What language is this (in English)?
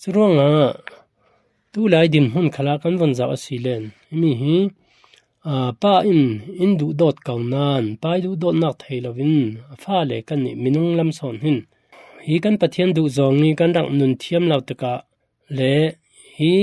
Falam Chin